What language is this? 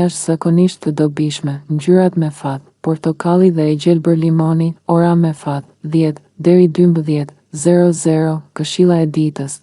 Albanian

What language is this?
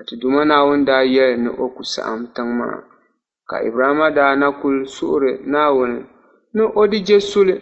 Dagbani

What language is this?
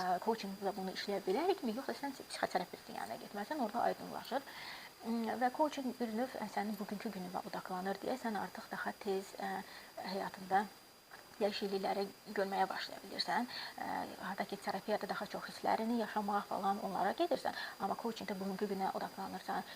Azerbaijani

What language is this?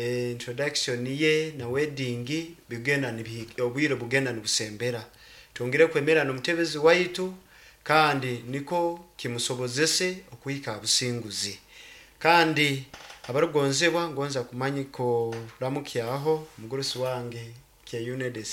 Nyankole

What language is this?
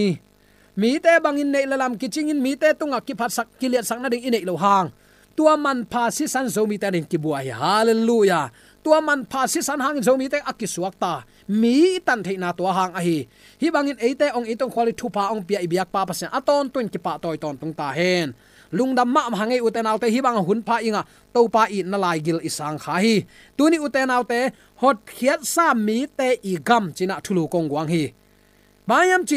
Tedim Chin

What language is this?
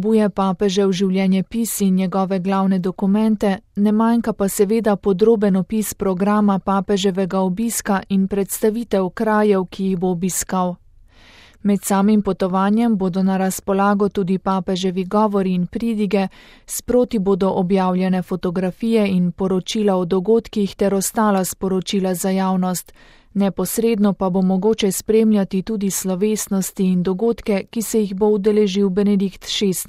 Slovenian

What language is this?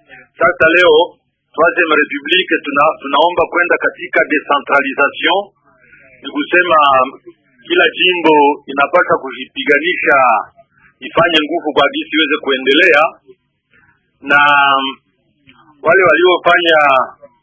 Swahili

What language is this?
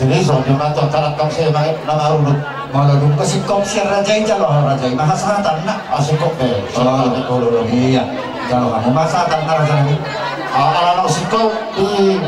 Batak Toba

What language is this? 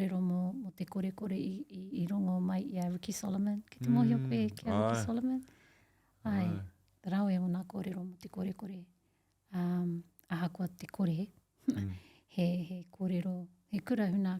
Māori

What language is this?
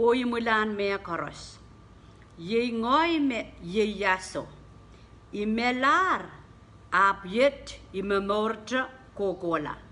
Pohnpeian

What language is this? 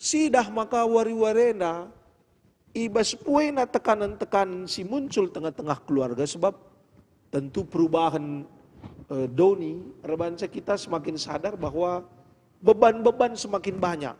Batak Karo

